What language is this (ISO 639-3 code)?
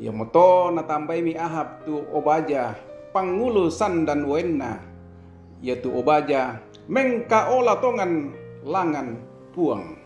sda